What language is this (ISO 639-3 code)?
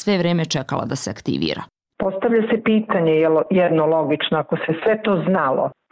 hrv